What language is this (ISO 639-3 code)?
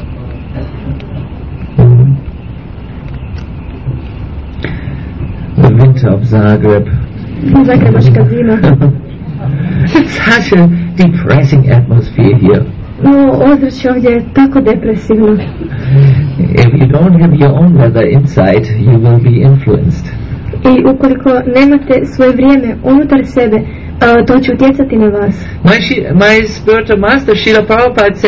hrv